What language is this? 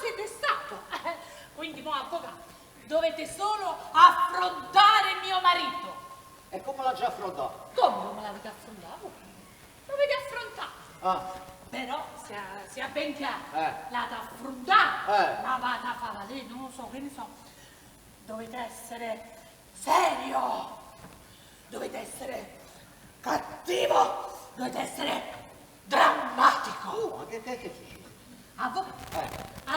Neapolitan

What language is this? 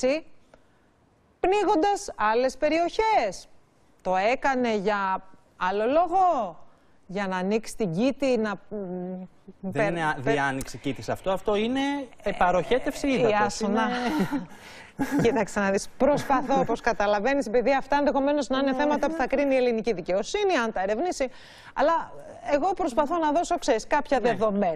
Greek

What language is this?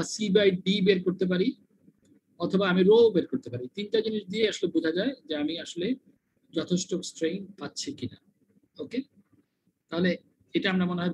Bangla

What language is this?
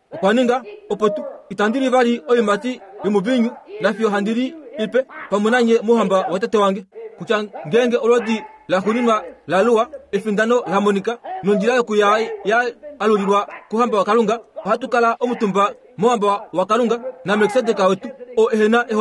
Kuanyama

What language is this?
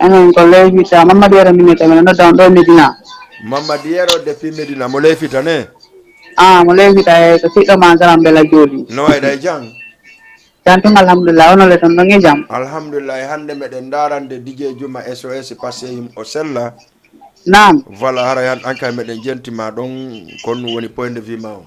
Fula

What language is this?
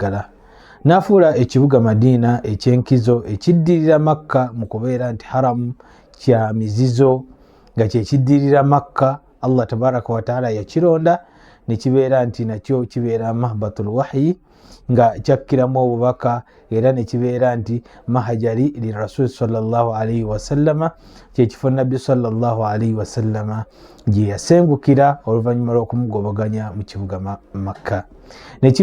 Ganda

